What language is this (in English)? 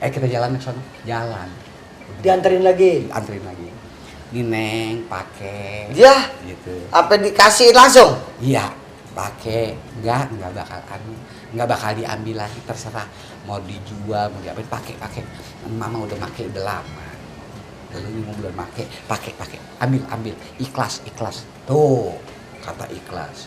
Betawi